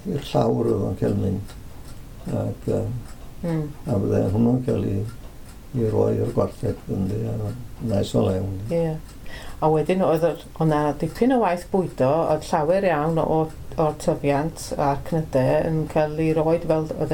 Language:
Welsh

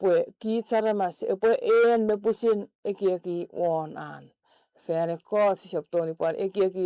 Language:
Chuukese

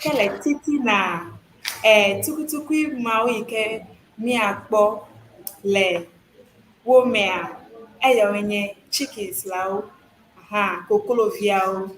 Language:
Ewe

